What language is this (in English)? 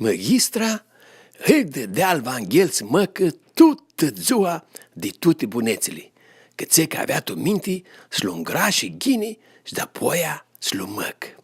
Aromanian